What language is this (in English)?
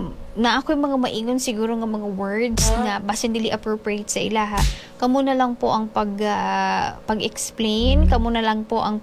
Cebuano